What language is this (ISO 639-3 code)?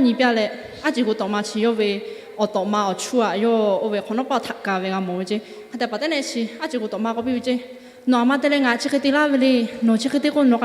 lhu